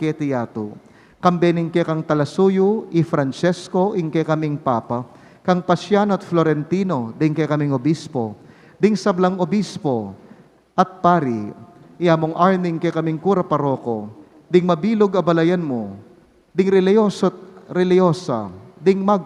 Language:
Pampanga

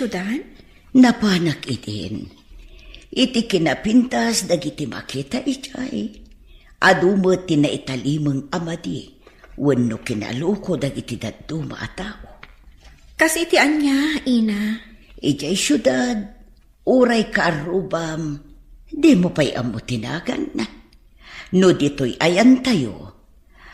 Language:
Iloko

